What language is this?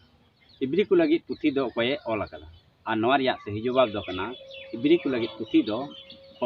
Santali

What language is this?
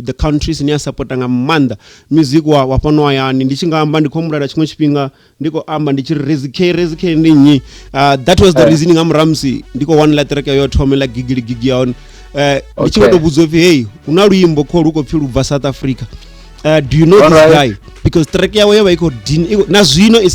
Venda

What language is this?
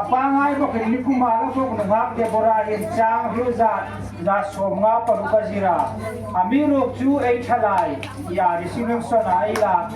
Hmar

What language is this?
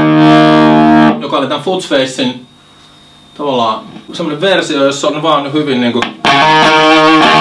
Finnish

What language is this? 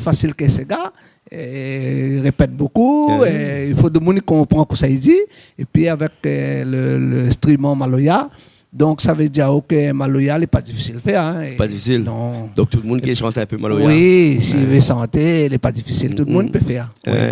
Réunion Creole French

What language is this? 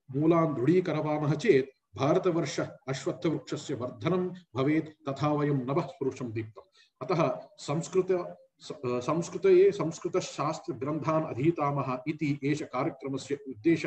Sanskrit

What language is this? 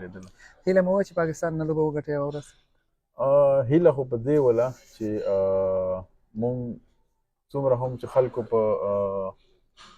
Pashto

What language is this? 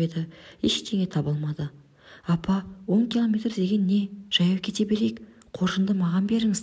Kazakh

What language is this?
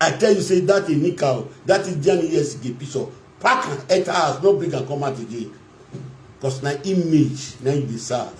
Nigerian Pidgin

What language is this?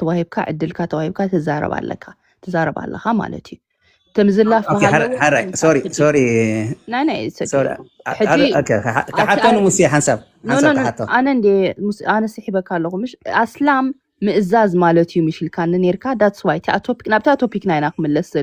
Tigrinya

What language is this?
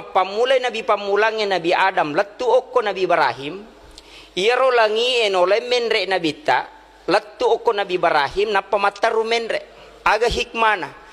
Buginese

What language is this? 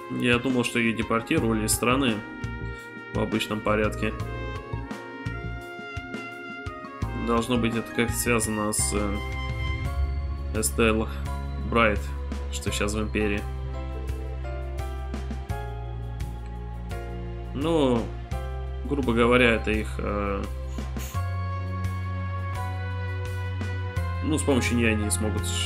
Russian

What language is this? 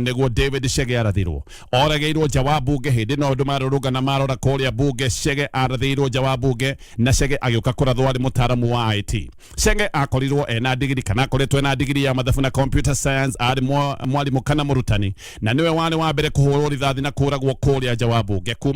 Kikuyu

